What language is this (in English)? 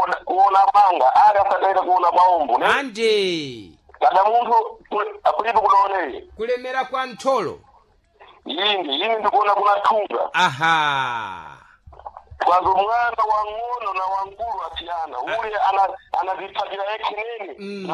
Sena